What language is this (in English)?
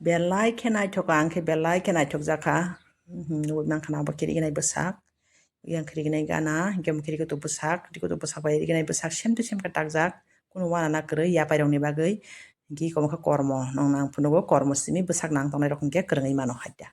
Kok Borok